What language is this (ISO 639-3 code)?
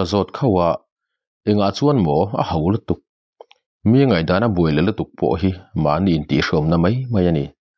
lus